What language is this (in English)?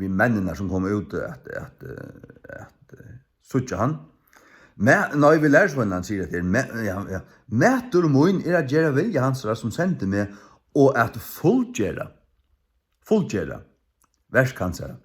Faroese